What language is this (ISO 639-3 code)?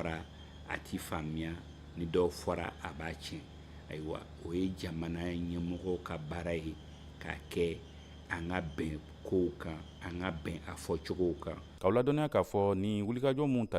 bam